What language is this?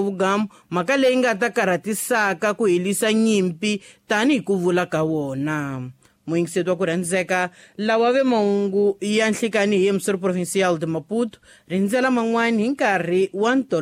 Tsonga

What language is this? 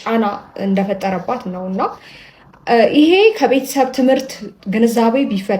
Amharic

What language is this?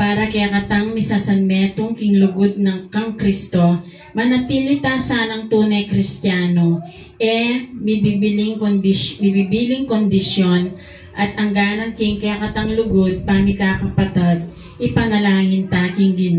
Pampanga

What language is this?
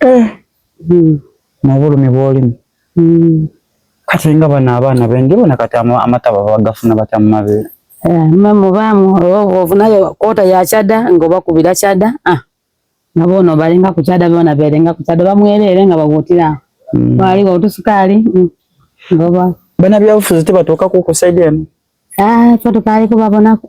Soga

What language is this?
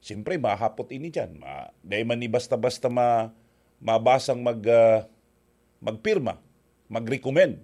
Bikol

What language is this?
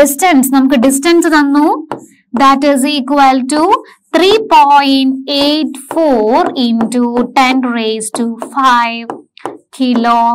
Malayalam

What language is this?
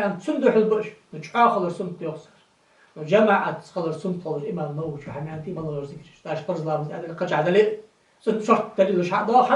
Ingush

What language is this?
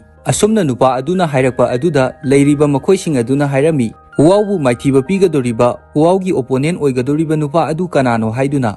Manipuri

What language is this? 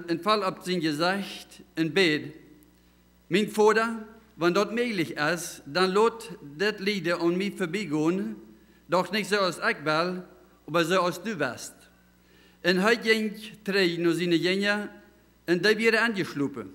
Plautdietsch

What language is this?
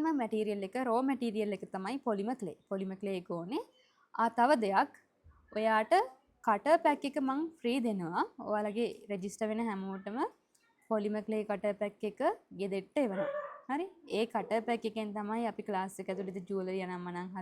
Sinhala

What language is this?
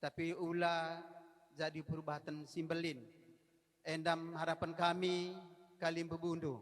Batak Karo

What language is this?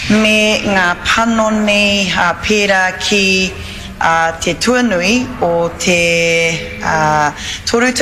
Māori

